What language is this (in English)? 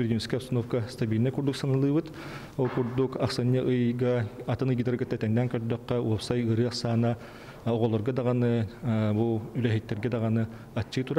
Yakut